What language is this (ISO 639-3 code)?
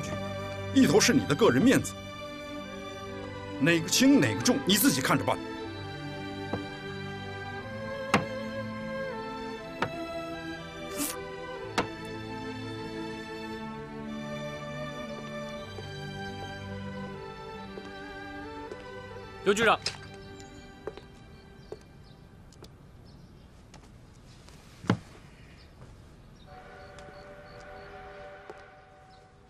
zho